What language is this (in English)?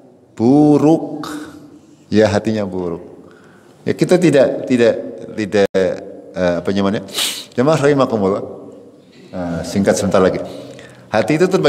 Indonesian